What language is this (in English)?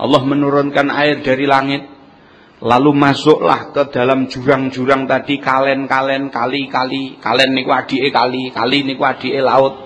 Javanese